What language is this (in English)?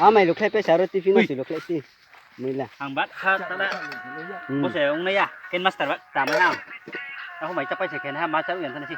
Riang (India)